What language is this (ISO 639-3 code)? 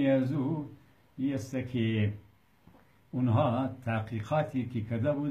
fas